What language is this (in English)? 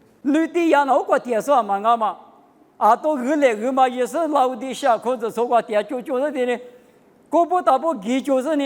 Lisu